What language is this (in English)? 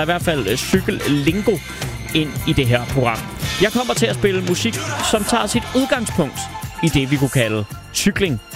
Danish